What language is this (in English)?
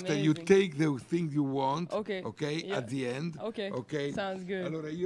Italian